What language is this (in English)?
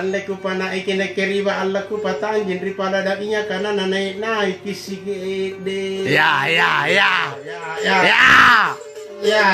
Makasar